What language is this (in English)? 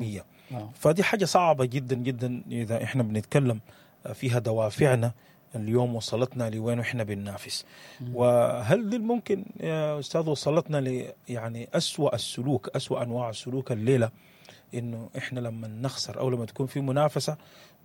Sudanese Arabic